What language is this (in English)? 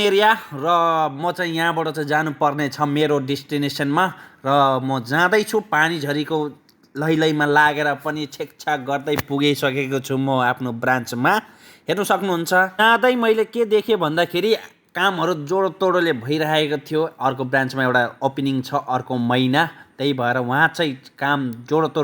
Nepali